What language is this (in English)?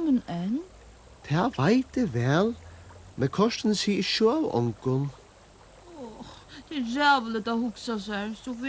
Faroese